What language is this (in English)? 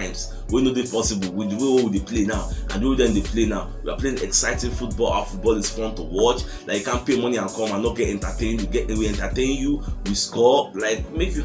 Nigerian Pidgin